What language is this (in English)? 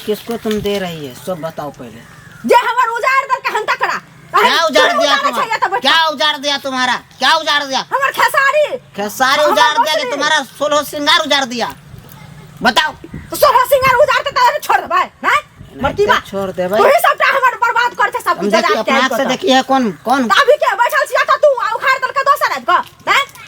Maithili